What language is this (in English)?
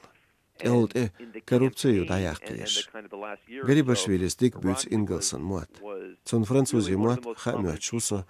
Chechen